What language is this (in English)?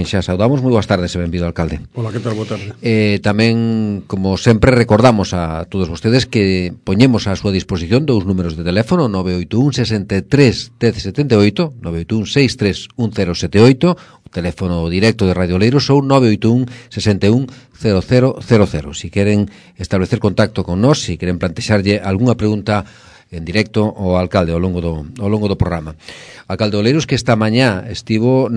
Galician